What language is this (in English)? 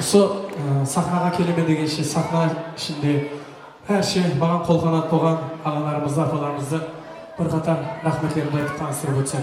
Kara-Kalpak